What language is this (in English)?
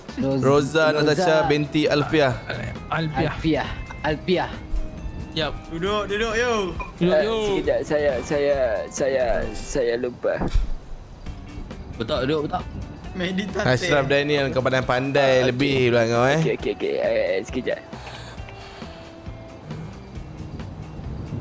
Malay